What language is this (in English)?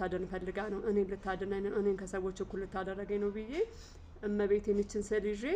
Amharic